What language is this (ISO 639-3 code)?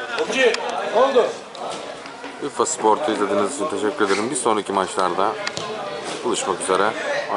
tur